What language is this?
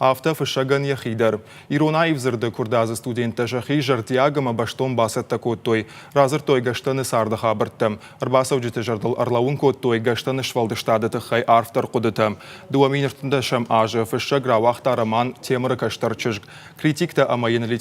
Ossetic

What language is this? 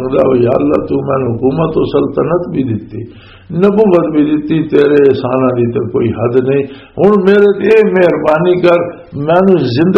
Western Panjabi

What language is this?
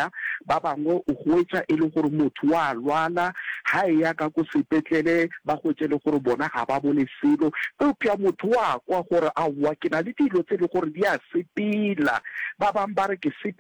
Northern Sotho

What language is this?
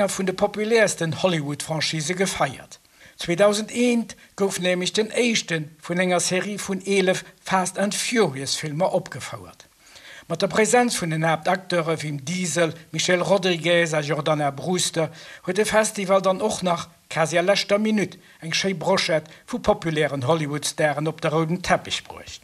Luxembourgish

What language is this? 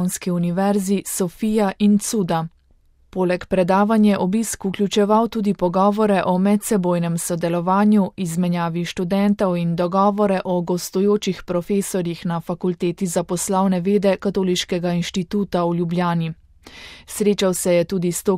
Slovenian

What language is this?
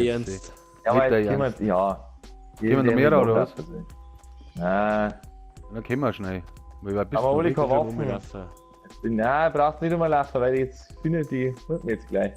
Bavarian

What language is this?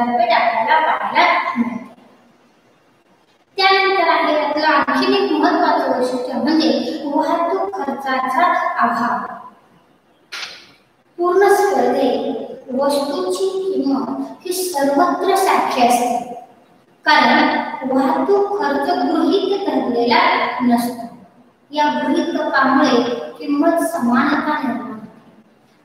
Marathi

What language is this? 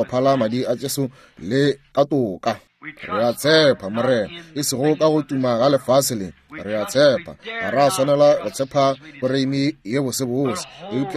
Northern Sotho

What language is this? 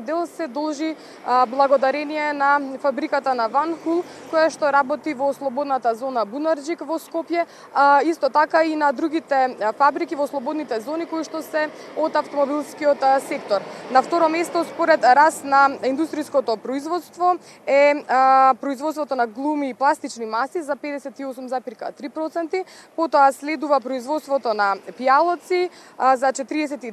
Macedonian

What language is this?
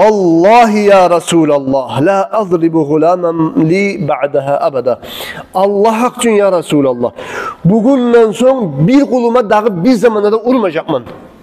Kumyk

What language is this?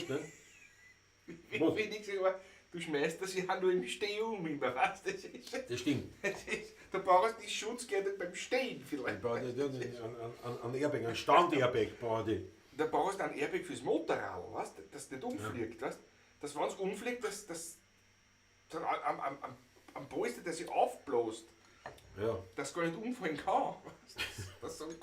Bavarian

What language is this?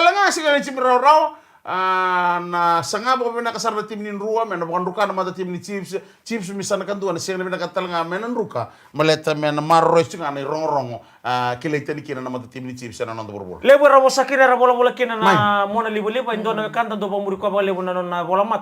Fijian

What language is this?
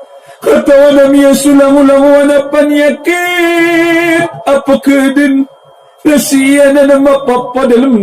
Maranao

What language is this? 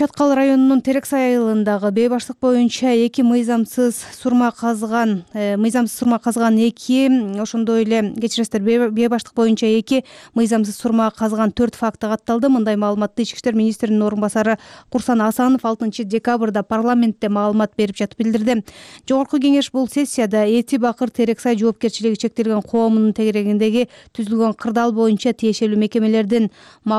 Kyrgyz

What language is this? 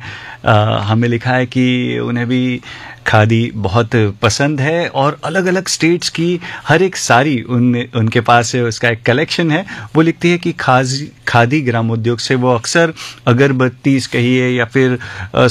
Hindi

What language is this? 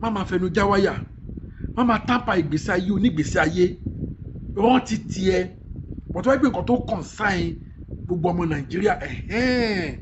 Yoruba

